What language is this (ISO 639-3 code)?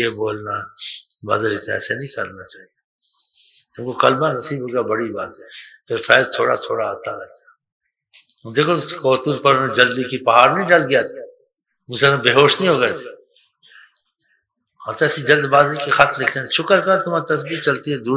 urd